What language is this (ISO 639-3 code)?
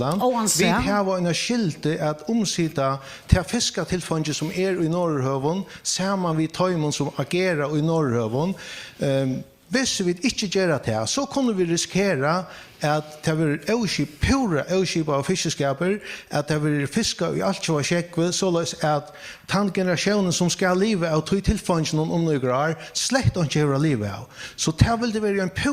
fao